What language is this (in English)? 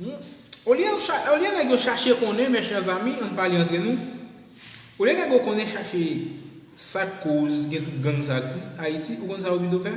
Haitian Creole